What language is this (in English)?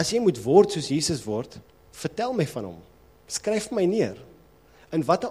Afrikaans